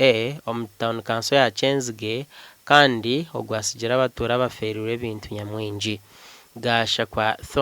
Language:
Nyankole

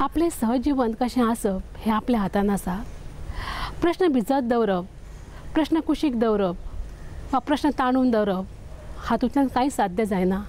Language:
Konkani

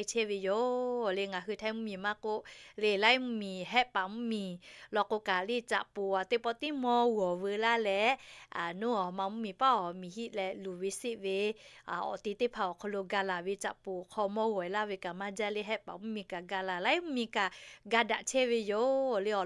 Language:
Lahu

